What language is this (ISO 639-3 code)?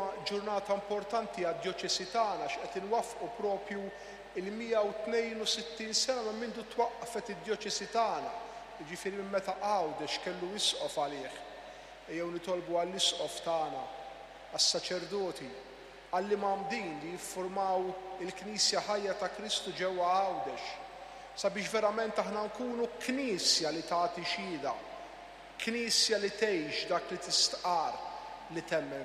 mlt